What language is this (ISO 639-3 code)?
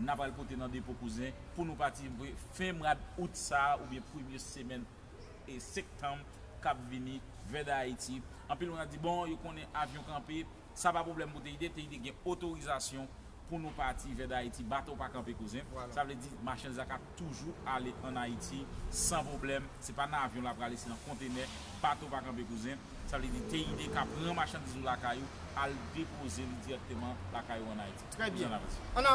hat